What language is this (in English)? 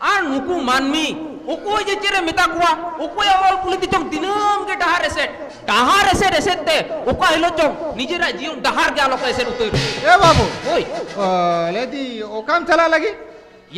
Santali